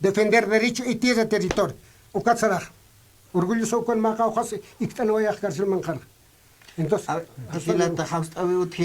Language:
Aymara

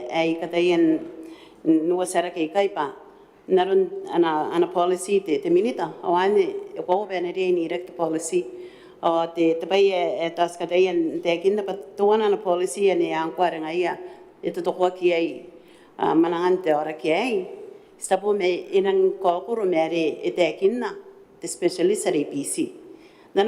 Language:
Gilbertese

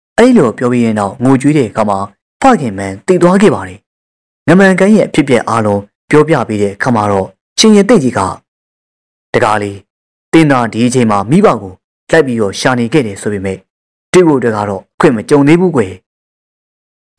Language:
Burmese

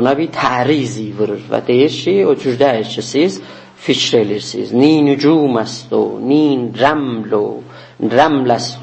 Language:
South Azerbaijani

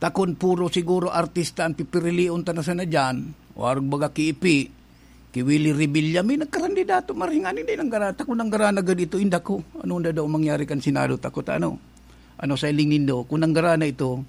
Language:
Bikol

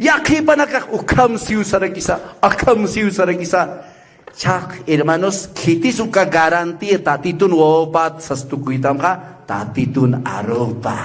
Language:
Aymara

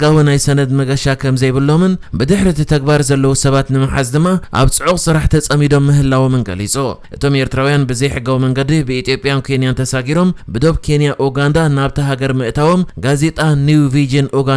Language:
Tigrinya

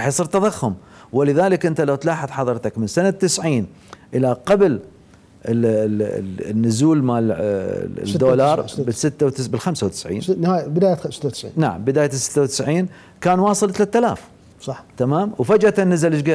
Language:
Mesopotamian Arabic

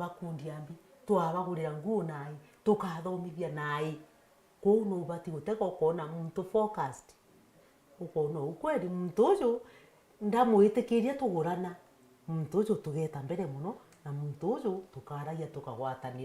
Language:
Meru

